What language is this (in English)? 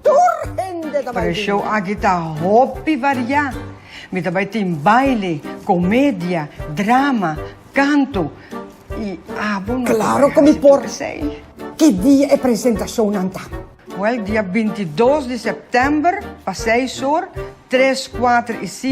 Papiamento